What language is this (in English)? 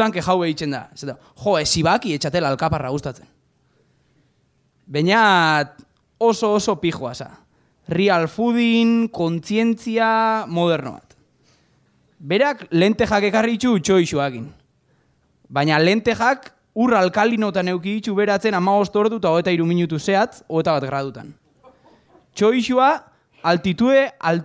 Basque